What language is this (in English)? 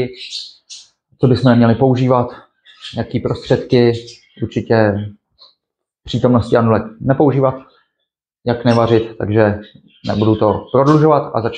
Czech